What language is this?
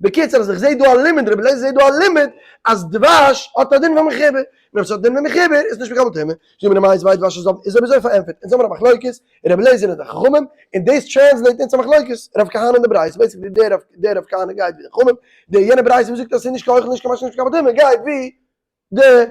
Yiddish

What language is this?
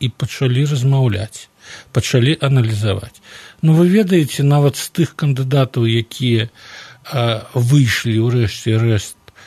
Belarusian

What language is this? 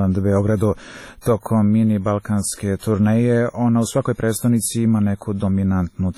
Serbian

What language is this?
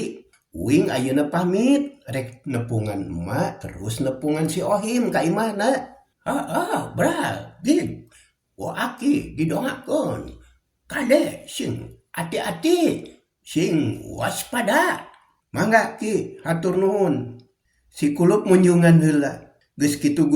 Sundanese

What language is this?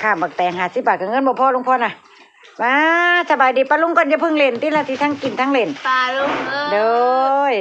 Northeastern Thai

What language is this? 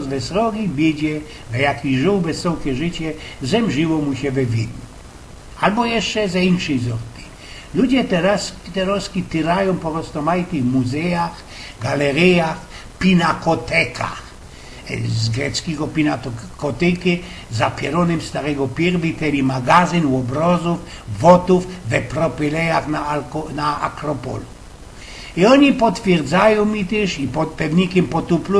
Silesian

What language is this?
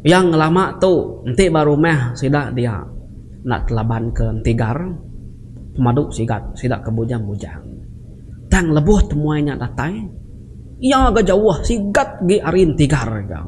Iban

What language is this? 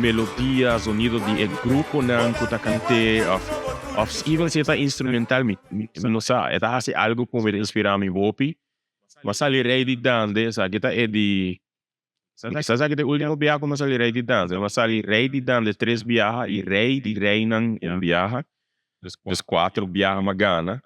Papiamento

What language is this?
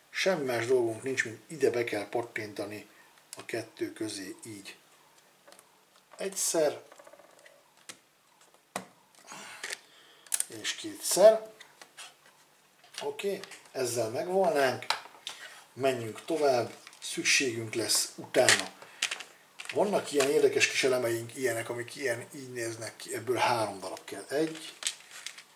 Hungarian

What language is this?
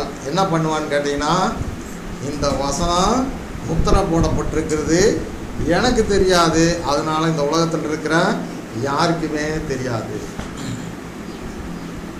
Tamil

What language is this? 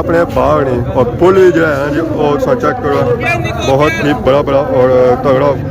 Pahari-Potwari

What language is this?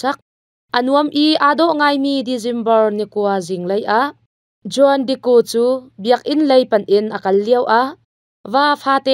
Hakha Chin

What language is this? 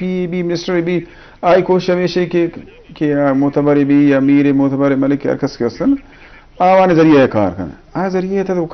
Eastern Balochi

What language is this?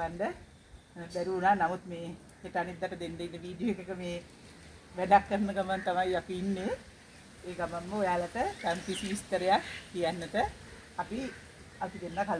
Sinhala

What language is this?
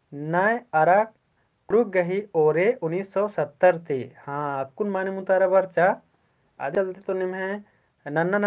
Kurukh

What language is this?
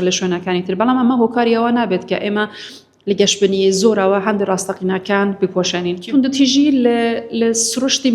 Central Kurdish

